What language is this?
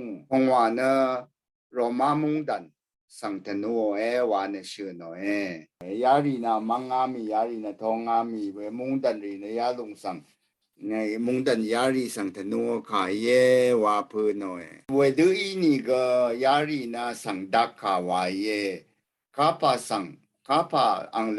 Rawang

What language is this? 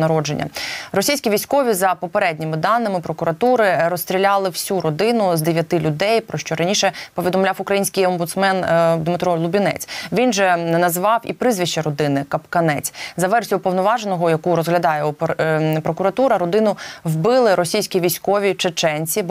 Ukrainian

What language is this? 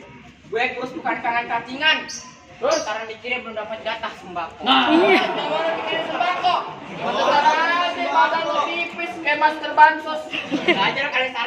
Betawi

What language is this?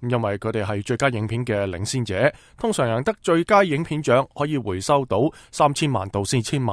Cantonese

